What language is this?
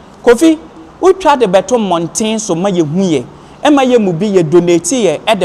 Akan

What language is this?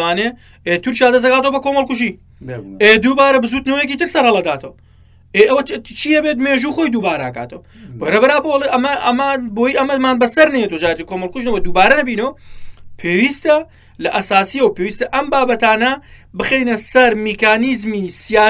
Central Kurdish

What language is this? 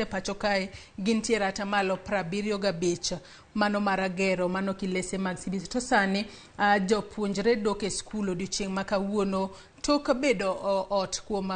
Luo (Kenya and Tanzania)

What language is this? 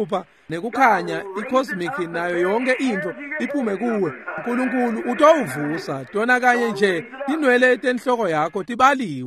Swati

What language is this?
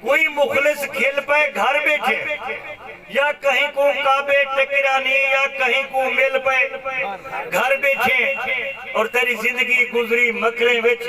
Saraiki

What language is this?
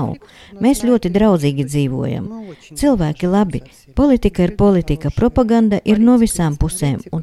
Latvian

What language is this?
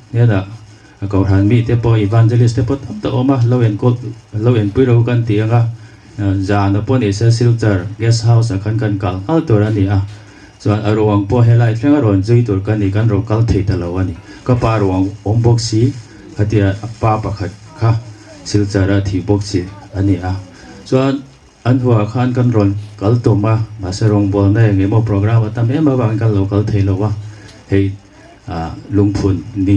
Hmar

